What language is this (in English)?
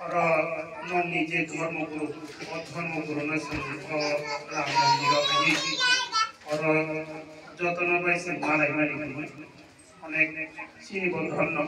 Riang (India)